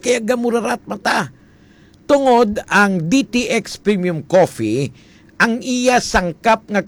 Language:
Hiligaynon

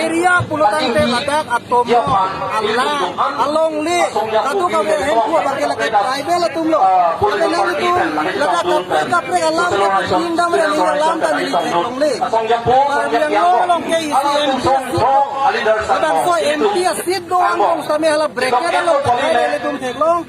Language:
Karbi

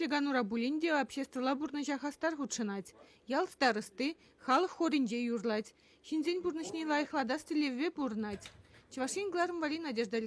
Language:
Chuvash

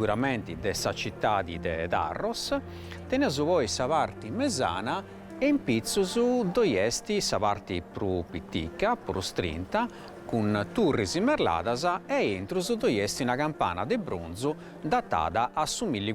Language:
Sardinian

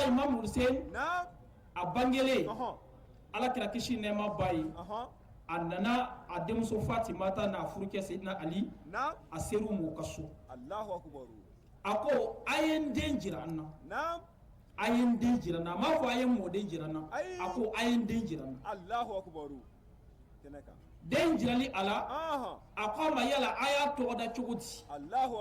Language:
Bambara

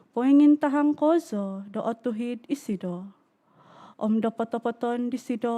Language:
Central Dusun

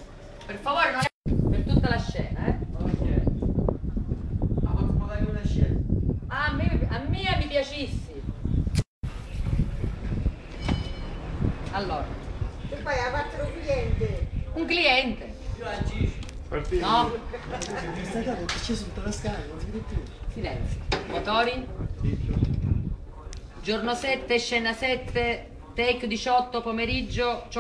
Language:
Italian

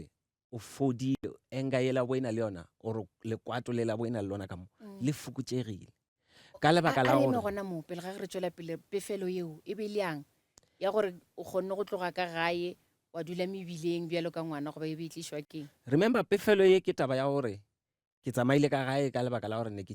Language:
Northern Sotho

